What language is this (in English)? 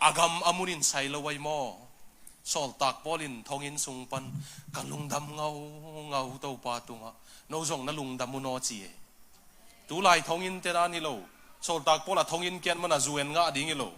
Tedim Chin